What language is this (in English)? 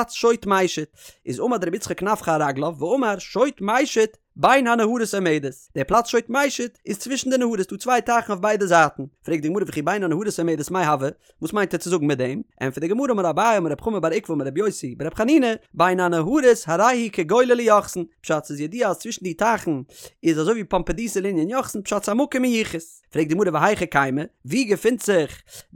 Yiddish